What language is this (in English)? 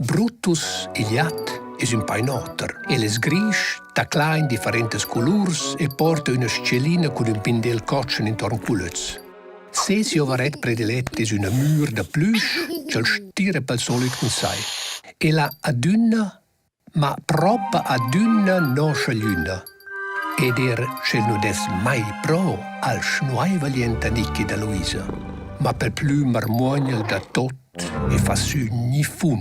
Romansh